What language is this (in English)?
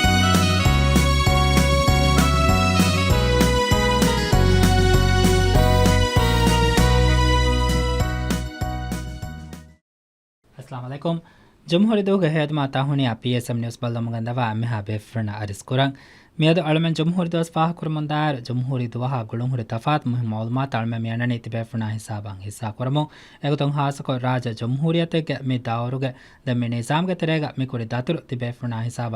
Divehi